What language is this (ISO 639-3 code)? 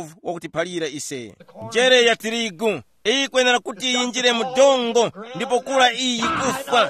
tum